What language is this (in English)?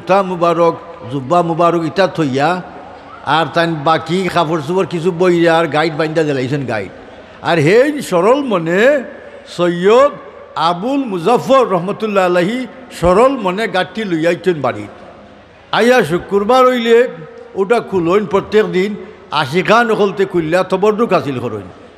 Sylheti